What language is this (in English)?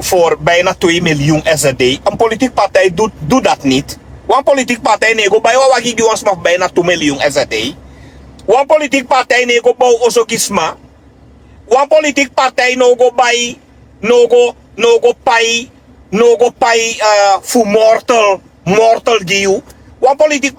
Sranan Tongo